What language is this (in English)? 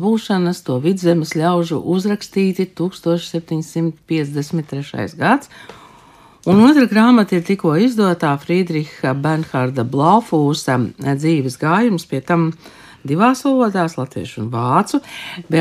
Latvian